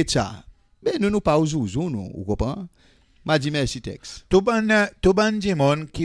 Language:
Seselwa Creole French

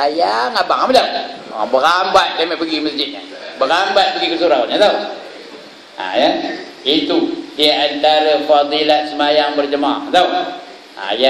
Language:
Malay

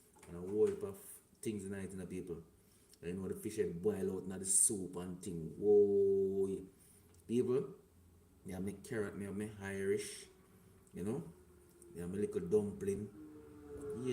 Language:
Jamaican Creole English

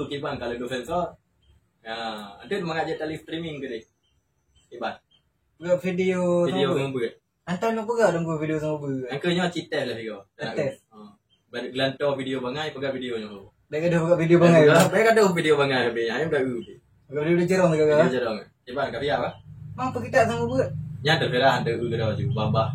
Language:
Achinese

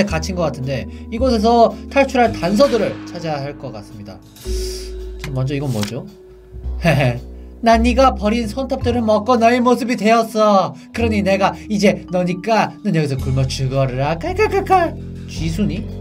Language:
Korean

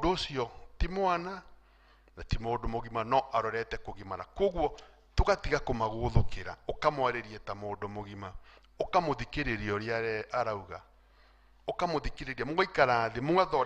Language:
Kikuyu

